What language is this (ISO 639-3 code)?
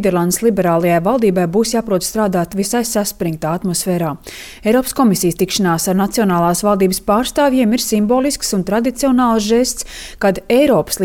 lav